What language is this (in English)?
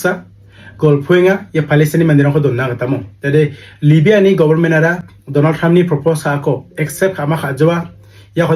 Garo